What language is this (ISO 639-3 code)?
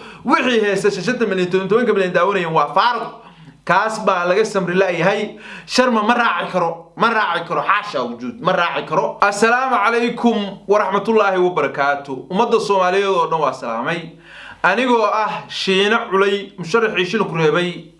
som